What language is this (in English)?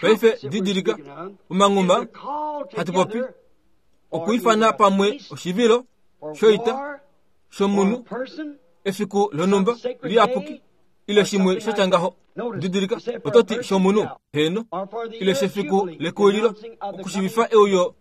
Kuanyama